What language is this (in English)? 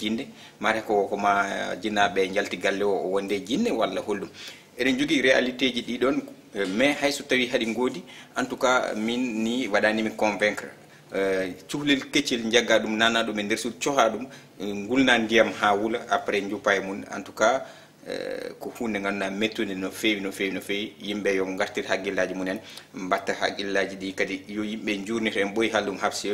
Fula